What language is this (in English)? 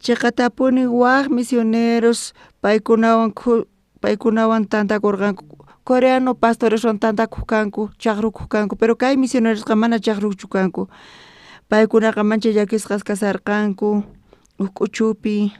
South Bolivian Quechua